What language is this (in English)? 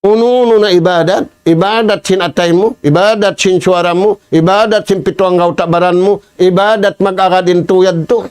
Tausug